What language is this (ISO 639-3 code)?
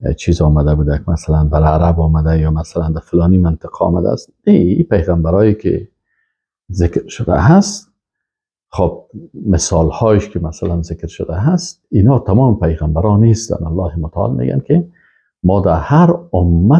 fas